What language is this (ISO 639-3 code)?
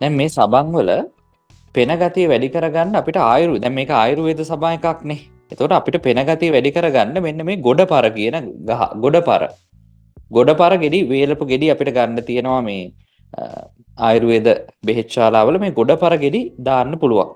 sin